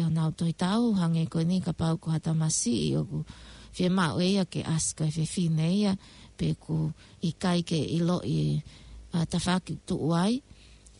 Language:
Tongan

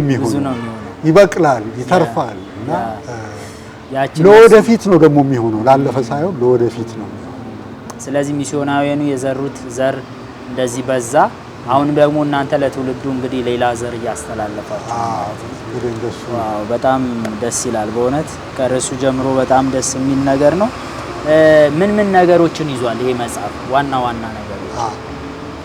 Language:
Amharic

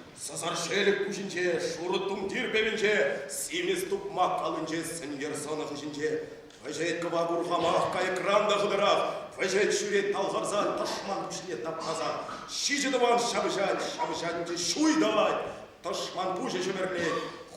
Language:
Chuvash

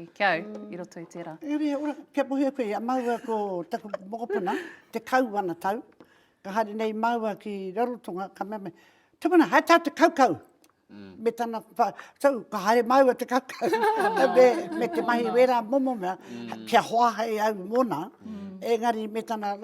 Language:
Māori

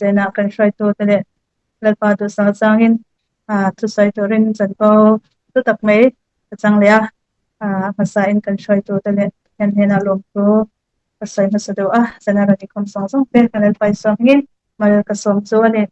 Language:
Mizo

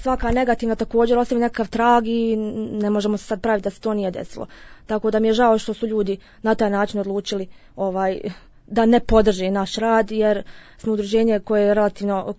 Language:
Bosnian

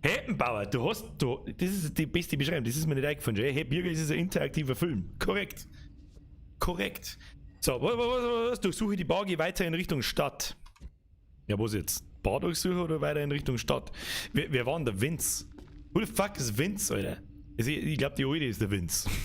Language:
Bavarian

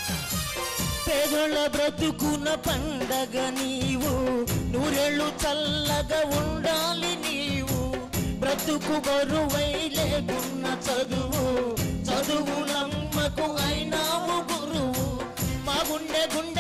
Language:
Telugu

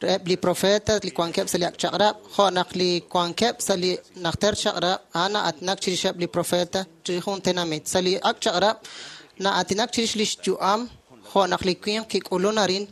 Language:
Kekchí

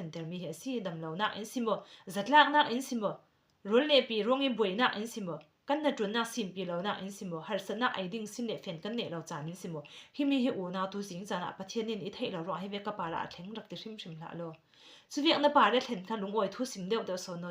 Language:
Falam Chin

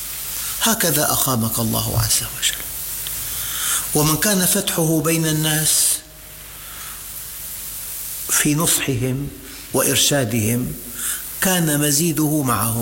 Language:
Arabic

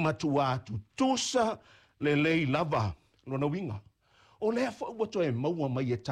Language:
Samoan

